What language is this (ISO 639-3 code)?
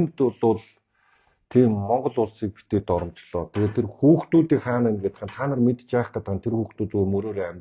mon